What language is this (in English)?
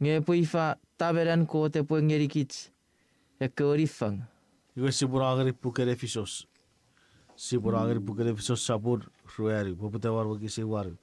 Chuukese